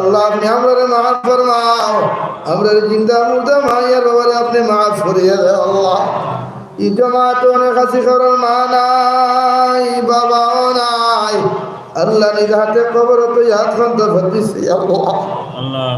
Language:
Sylheti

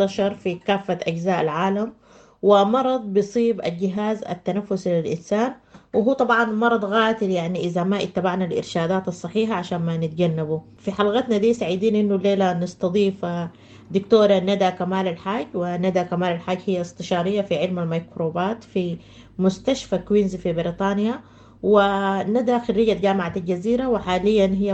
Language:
Sudanese Arabic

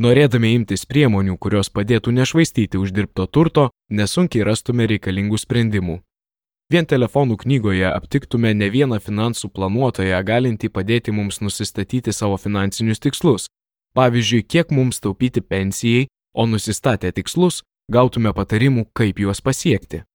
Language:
Lithuanian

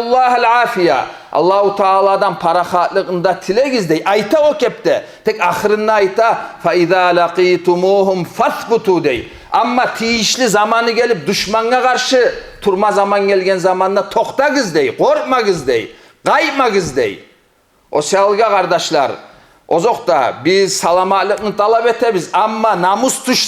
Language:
Kumyk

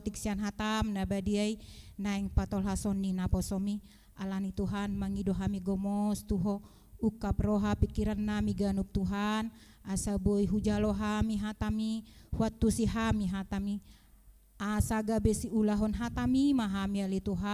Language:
Batak Toba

